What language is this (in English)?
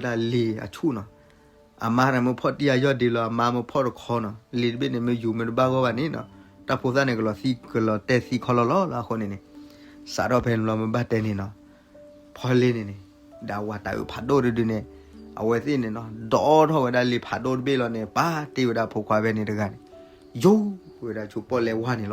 S'gaw Karen